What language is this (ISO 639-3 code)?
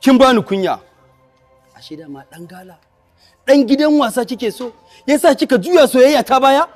hau